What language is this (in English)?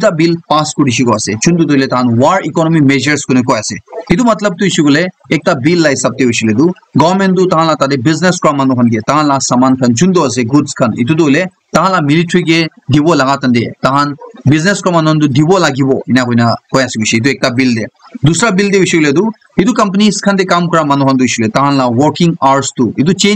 Naga Pidgin